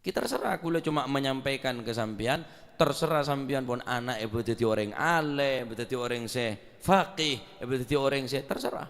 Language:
Madurese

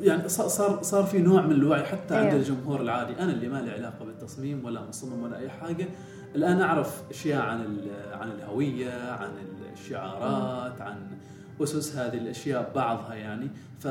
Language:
Gulf Arabic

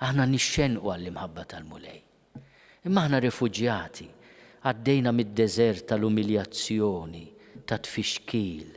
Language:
Maltese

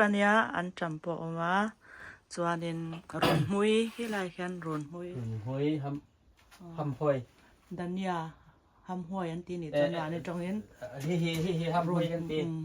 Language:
Mizo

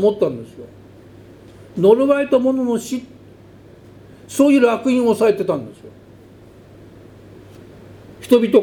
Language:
Japanese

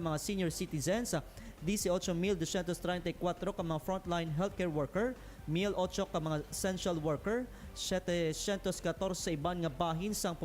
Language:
Hiligaynon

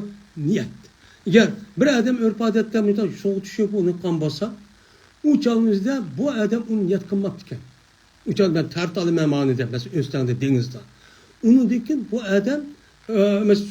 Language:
Uyghur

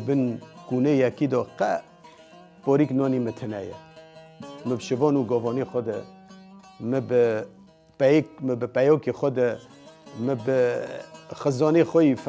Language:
Kurdish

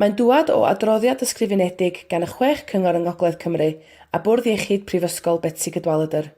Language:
Welsh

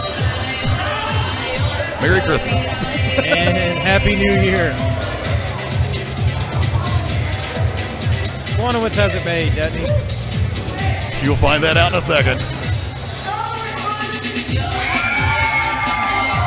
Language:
English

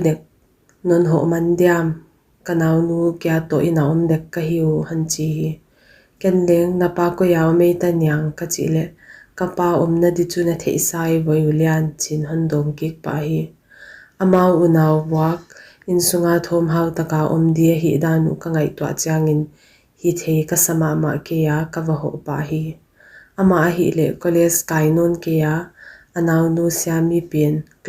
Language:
Paite Chin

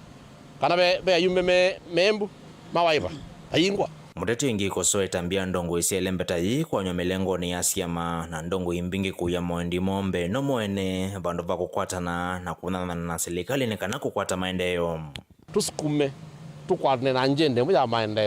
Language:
Kamba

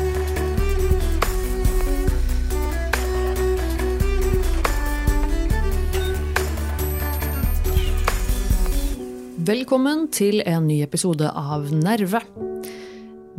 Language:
Norwegian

